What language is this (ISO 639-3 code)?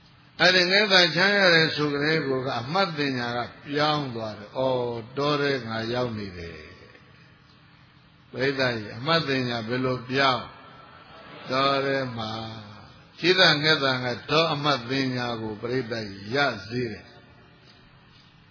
mya